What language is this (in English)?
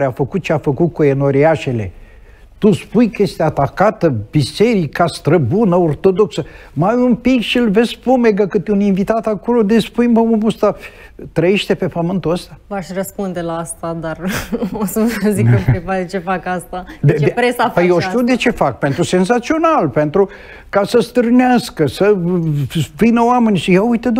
Romanian